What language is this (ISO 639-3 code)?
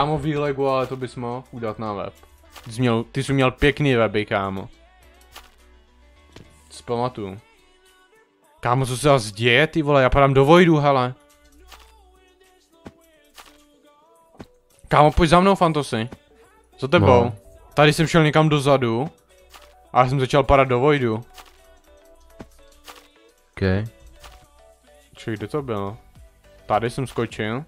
ces